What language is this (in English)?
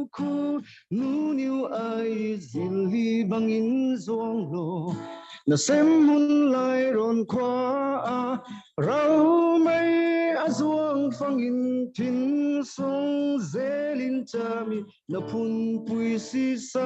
Falam Chin